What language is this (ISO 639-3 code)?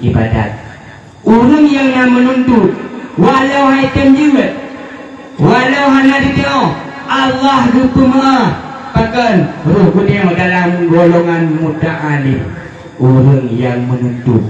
ace